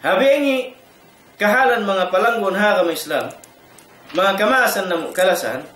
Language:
Tausug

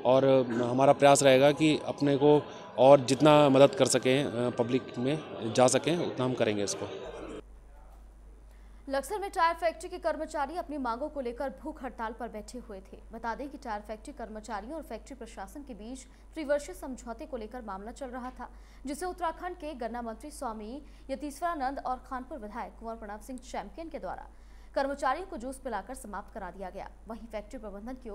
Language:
Hindi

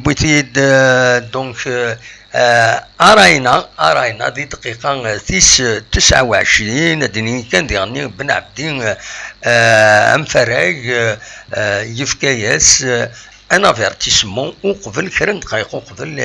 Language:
Kabyle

